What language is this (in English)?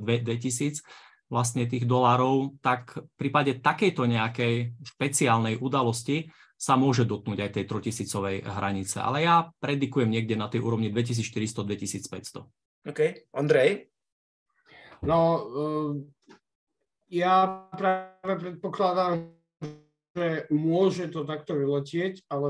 Slovak